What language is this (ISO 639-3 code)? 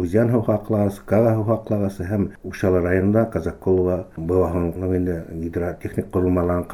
bak